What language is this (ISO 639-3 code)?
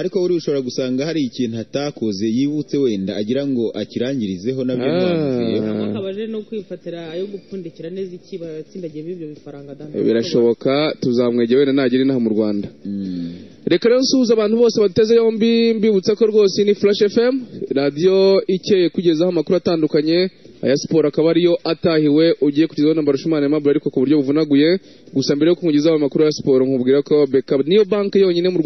kin